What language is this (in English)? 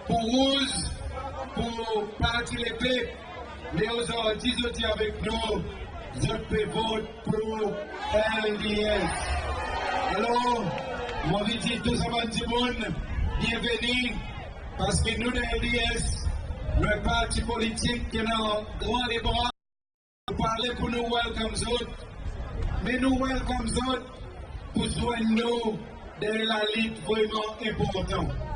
Seselwa Creole French